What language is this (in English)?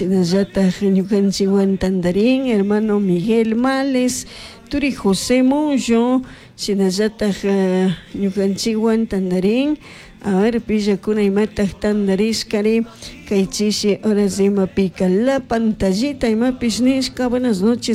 Chimborazo Highland Quichua